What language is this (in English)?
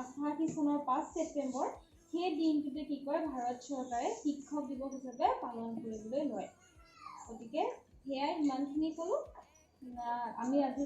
Assamese